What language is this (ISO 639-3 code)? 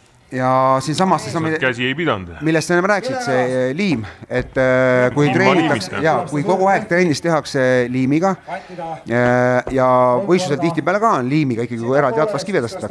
est